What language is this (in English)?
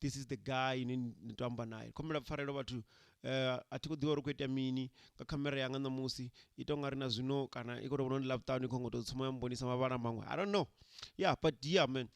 Venda